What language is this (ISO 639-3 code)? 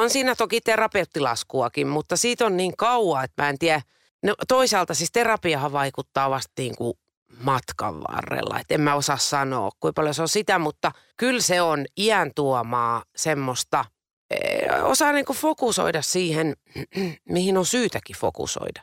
fin